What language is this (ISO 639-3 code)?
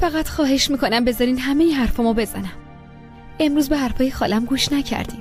fas